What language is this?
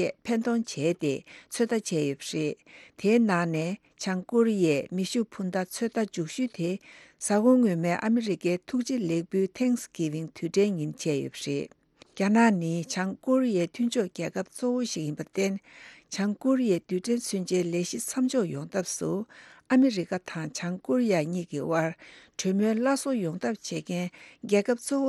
Tibetan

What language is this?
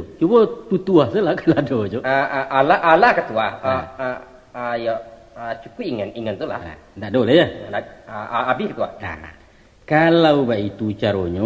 Minangkabau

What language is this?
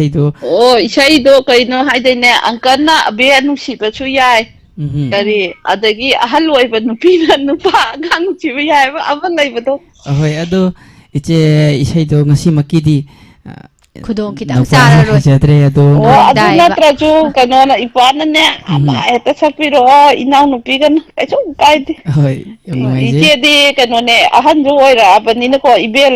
Manipuri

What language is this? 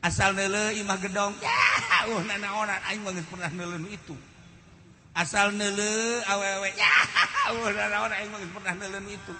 Sundanese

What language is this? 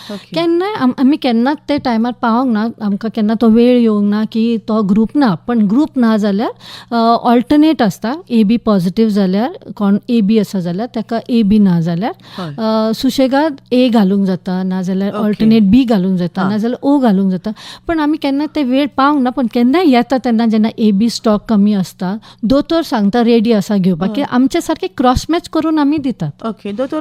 Konkani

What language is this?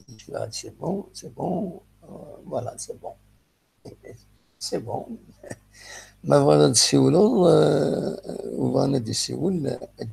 Kabyle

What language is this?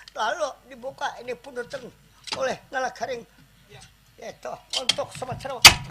Banjar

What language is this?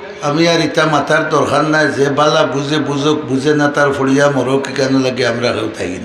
Sylheti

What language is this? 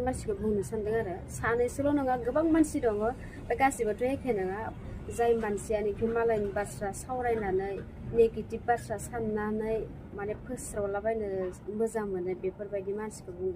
Bodo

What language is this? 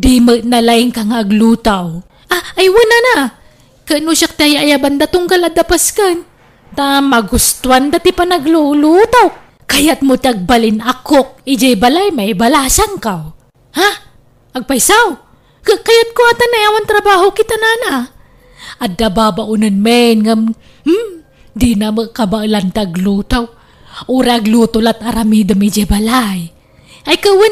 Iloko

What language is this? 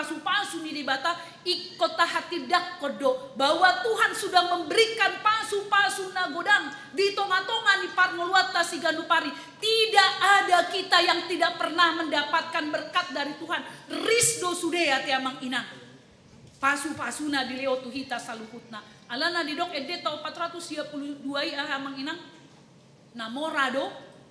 Batak Toba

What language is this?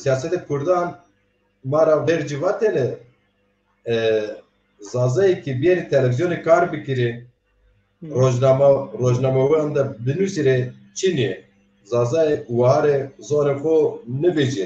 Zaza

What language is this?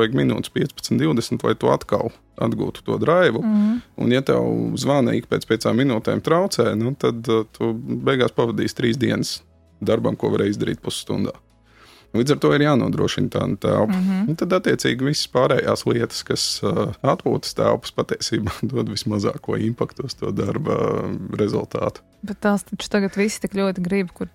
Latvian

